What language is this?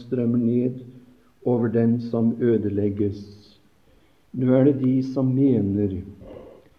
Norwegian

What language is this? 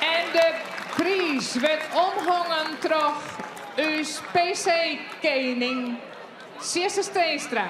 Western Frisian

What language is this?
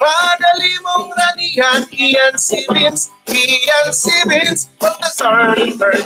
Bikol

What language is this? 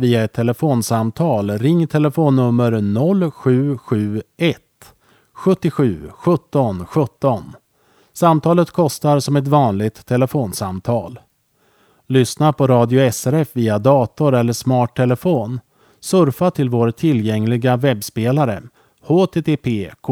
Swedish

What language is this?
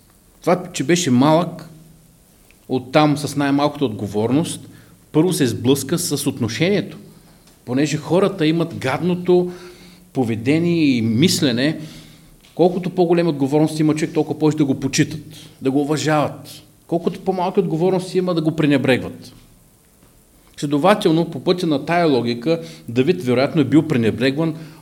Bulgarian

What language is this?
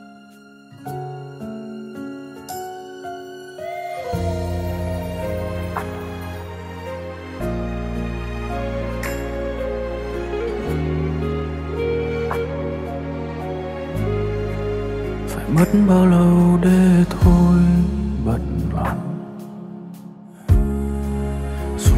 Vietnamese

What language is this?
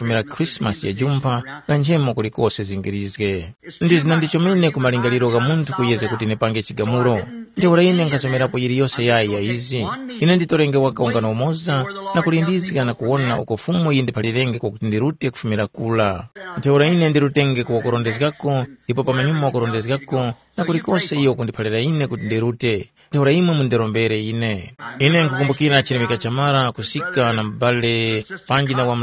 Tumbuka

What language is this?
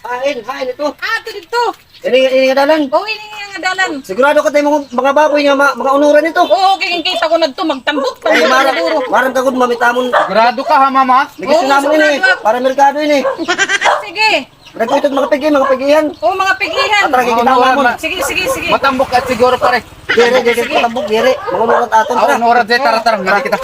Waray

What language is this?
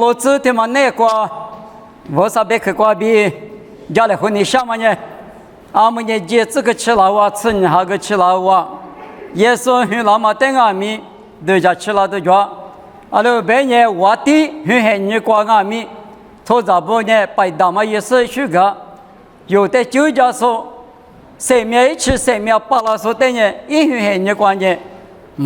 Lisu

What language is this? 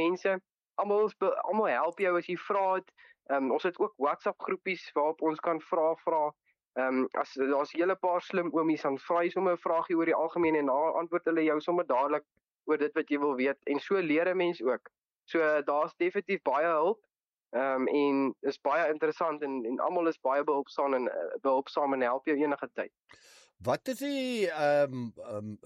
Afrikaans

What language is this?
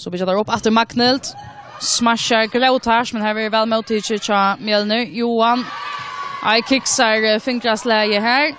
Faroese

